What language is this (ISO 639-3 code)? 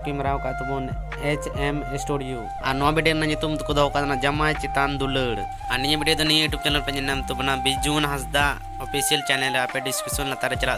sat